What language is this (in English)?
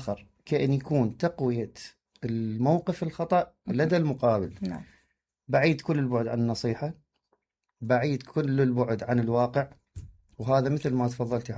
Mesopotamian Arabic